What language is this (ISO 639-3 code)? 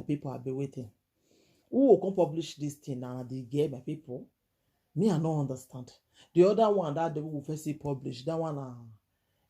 pcm